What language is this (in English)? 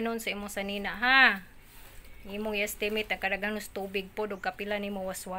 Cebuano